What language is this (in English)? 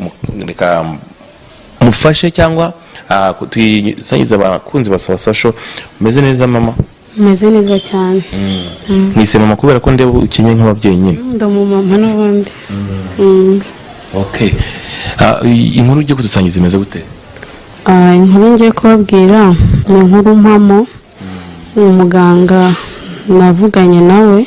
Kinyarwanda